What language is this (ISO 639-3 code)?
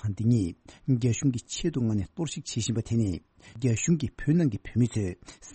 bod